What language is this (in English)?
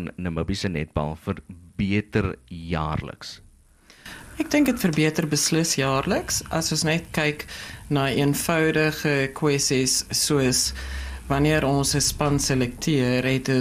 Afrikaans